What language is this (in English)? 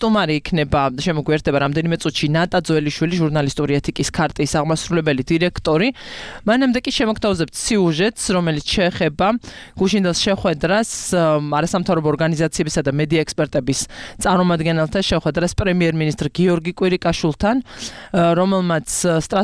Georgian